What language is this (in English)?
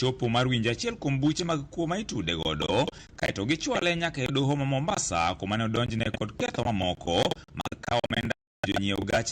Luo (Kenya and Tanzania)